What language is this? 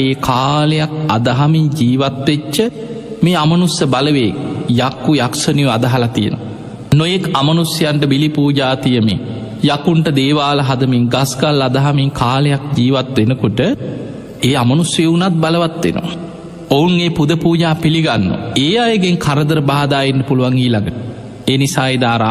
Sinhala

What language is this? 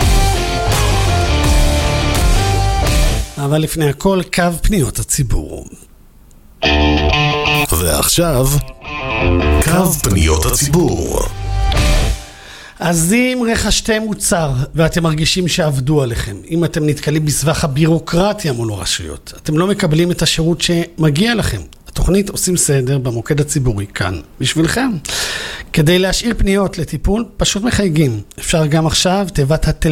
Hebrew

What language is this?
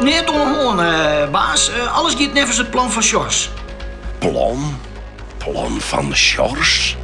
Western Frisian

